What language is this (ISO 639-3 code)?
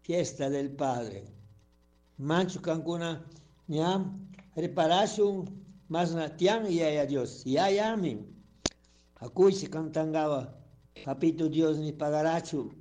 qug